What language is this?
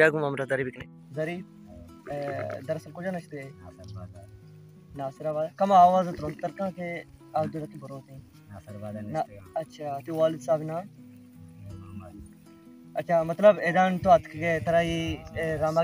Baluchi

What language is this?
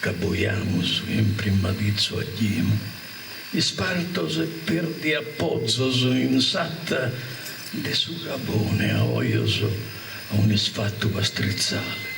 Sardinian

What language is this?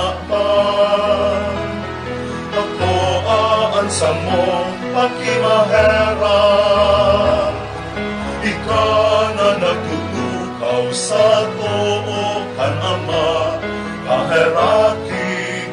Bikol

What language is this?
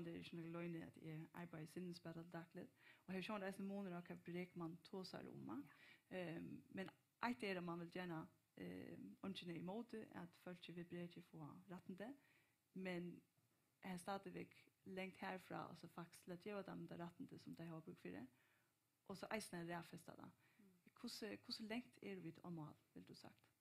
Faroese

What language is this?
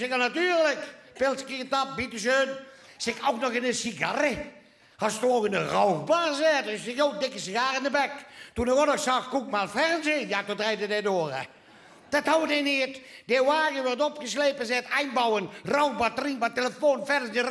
Limburgish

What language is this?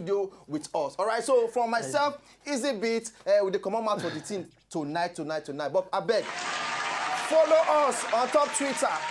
Nigerian Pidgin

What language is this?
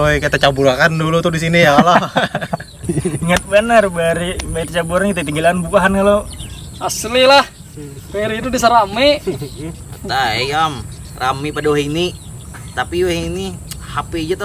Banjar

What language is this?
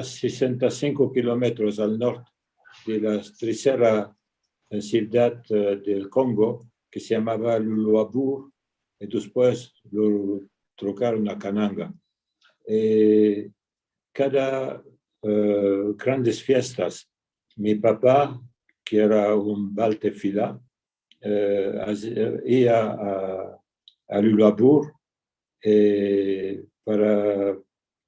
Ladino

